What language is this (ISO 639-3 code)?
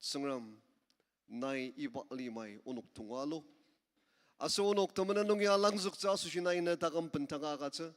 njo